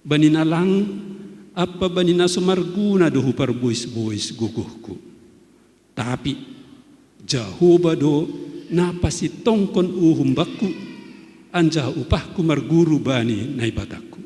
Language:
Batak Simalungun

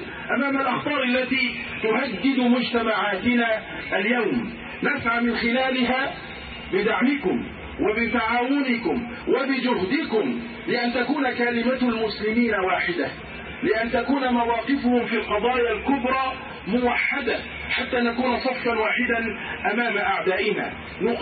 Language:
Arabic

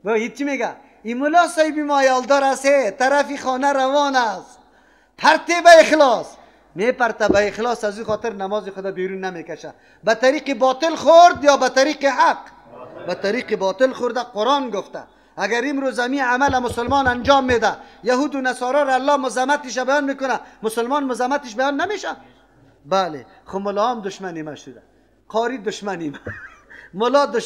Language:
Persian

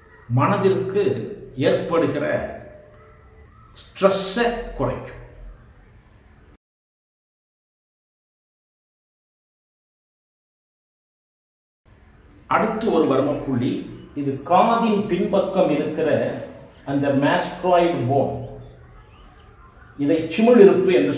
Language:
Tamil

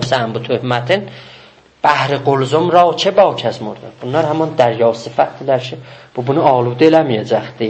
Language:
South Azerbaijani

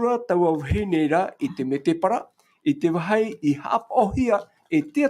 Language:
Tahitian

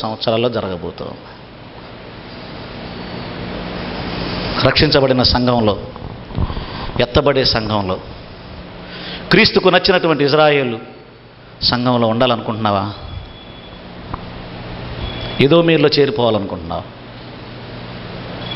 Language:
Telugu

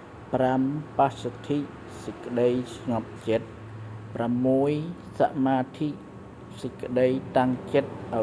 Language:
Khmer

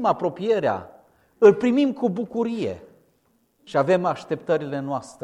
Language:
Romanian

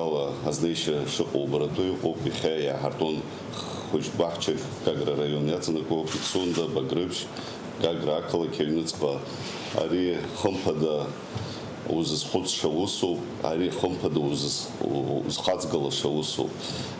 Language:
Abkhazian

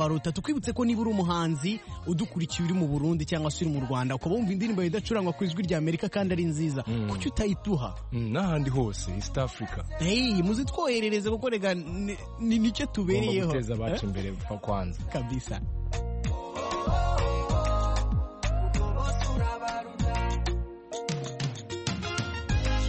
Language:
Kinyarwanda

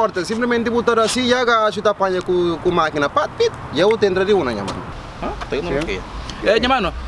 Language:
Kabuverdianu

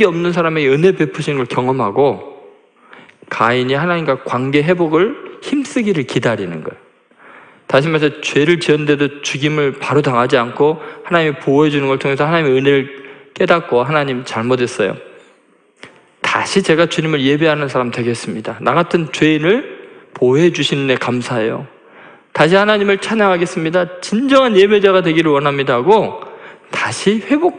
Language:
Korean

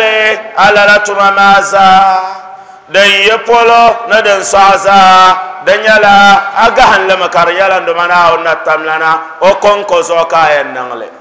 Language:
Dagbani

